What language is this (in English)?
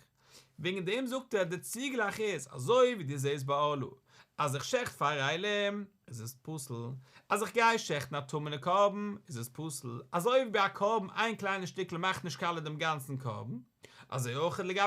Yiddish